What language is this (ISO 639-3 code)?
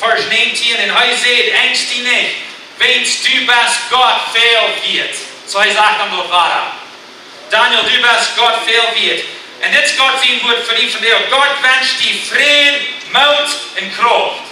pdt